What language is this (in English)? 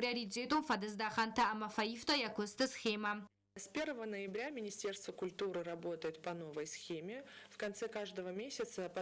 Ossetic